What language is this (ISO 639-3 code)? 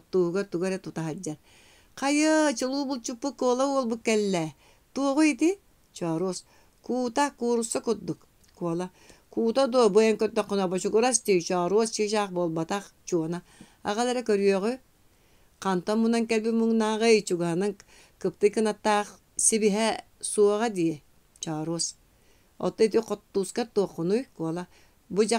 sah